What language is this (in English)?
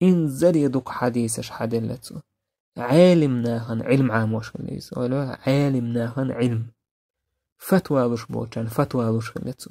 Chechen